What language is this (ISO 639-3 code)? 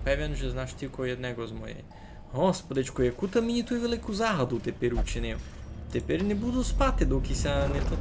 rue